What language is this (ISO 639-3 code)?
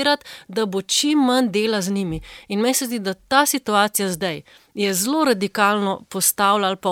slv